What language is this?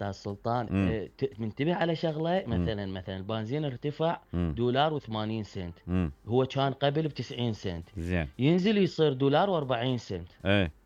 Mesopotamian Arabic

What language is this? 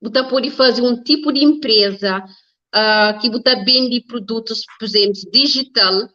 Kabuverdianu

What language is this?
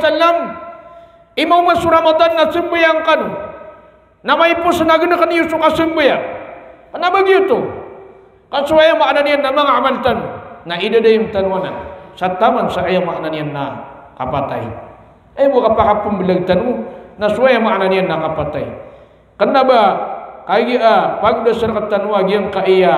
Maranao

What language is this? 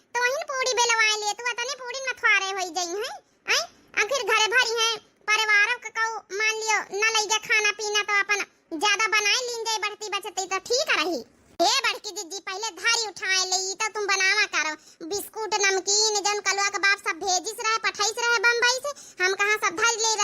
Awadhi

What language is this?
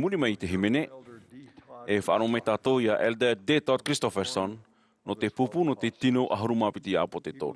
Tahitian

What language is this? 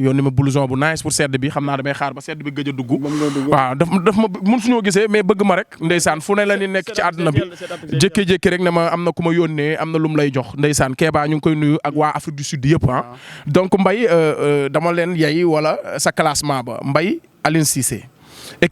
Wolof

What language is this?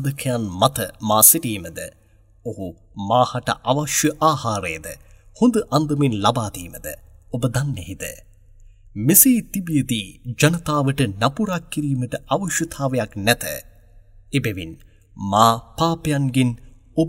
Sinhala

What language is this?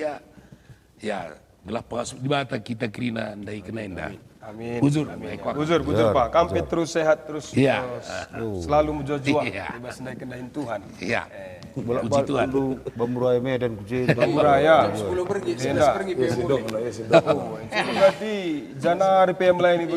Batak Karo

